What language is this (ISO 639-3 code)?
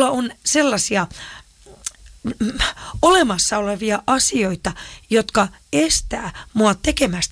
fin